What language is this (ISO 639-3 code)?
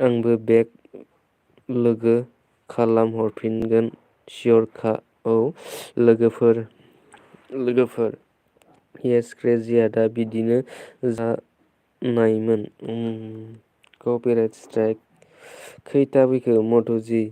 brx